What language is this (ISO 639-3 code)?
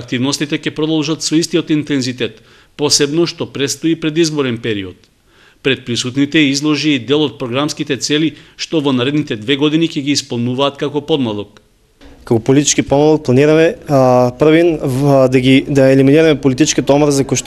mkd